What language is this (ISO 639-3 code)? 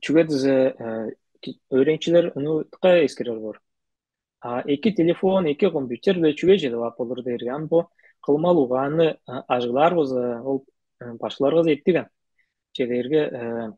tyv